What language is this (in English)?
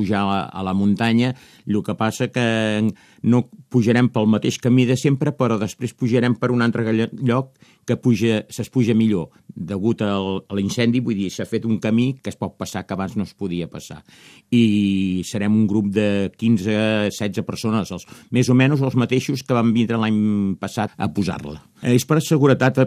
Catalan